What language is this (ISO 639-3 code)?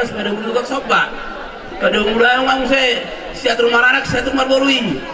bbc